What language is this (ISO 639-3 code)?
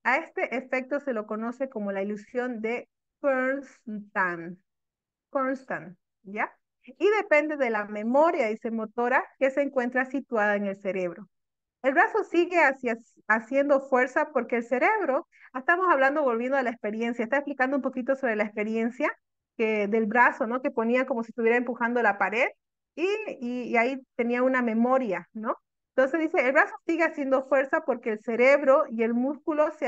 spa